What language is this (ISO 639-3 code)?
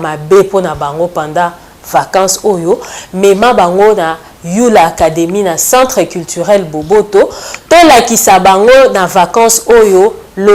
lin